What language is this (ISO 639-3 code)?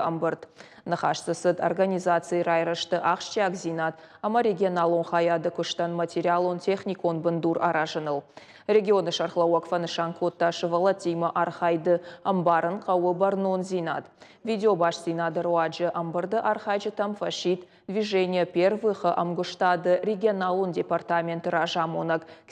oss